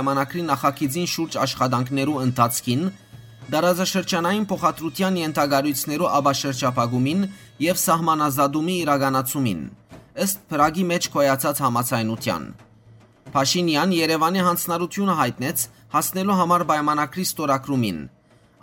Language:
Western Armenian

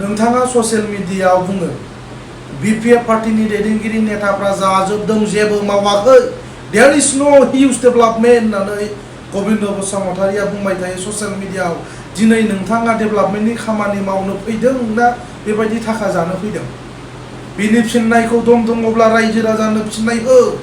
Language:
Bodo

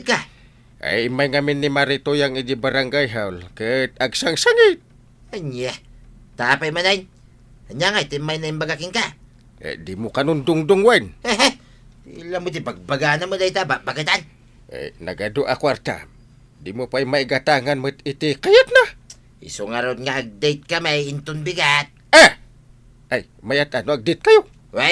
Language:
Iloko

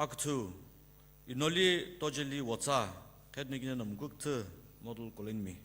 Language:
Sumi Naga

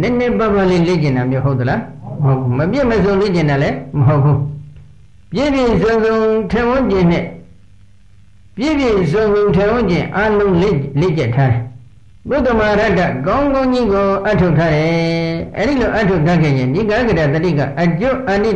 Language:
Burmese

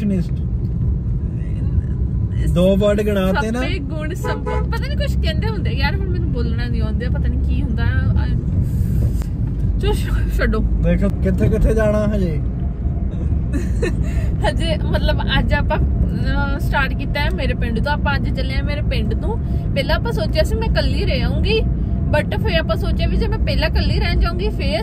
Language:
Punjabi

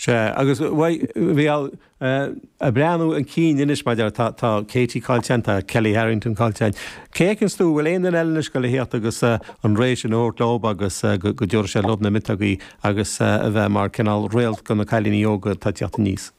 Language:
Irish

